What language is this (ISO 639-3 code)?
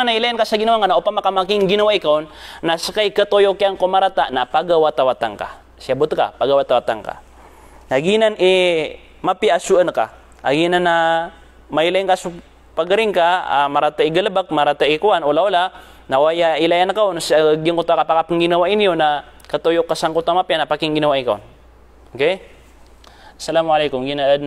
mrw